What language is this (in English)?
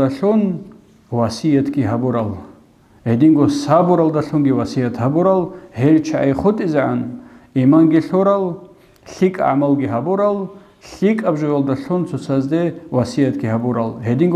Avaric